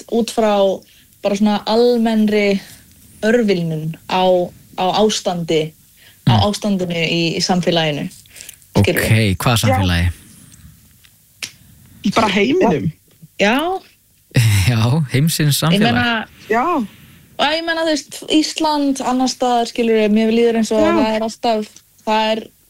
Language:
Icelandic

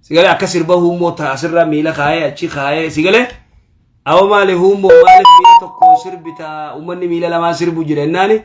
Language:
Oromo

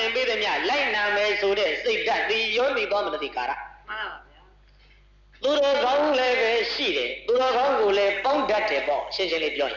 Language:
Burmese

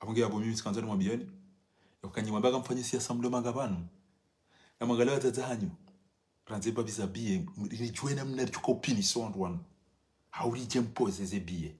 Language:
Ngazidja Comorian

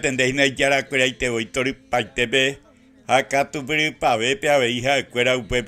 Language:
Guarani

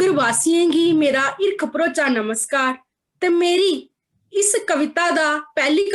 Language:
Dogri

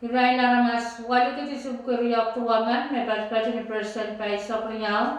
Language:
Pohnpeian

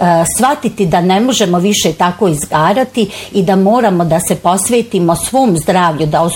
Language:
Bosnian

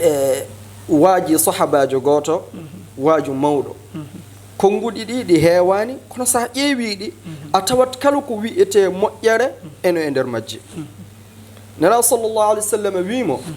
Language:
Fula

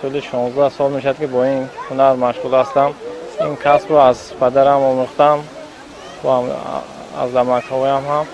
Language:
Tajik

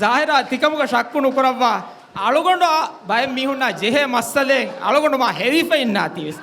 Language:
Divehi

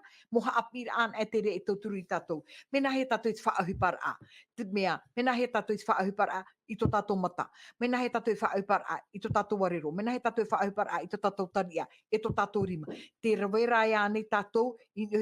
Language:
Tahitian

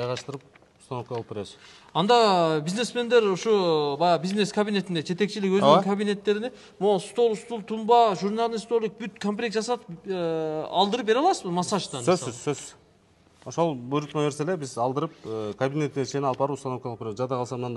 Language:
Kyrgyz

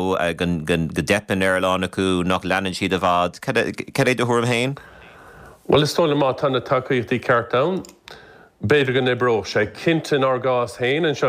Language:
Irish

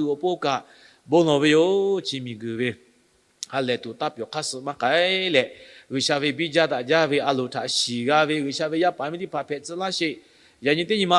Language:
Lahu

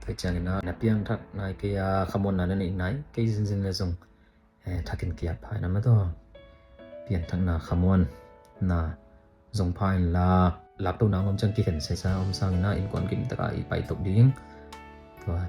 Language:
Tedim Chin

